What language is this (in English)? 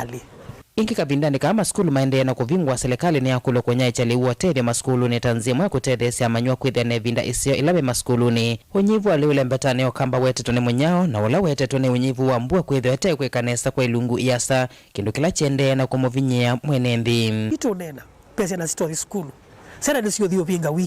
Kamba